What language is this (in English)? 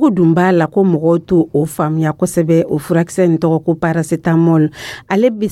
Dyula